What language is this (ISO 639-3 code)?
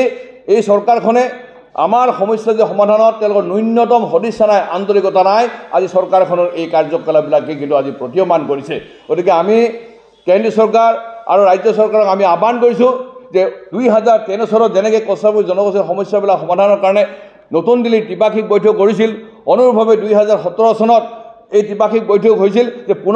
asm